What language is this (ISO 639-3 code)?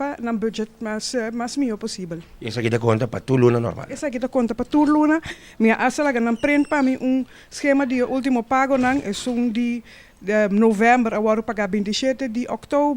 pap